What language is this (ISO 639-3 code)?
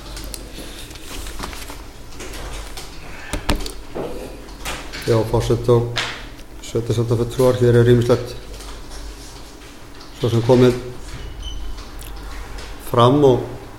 isl